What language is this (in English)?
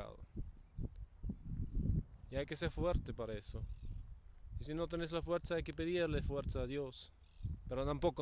Spanish